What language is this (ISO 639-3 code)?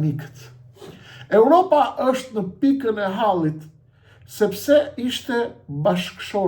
sqi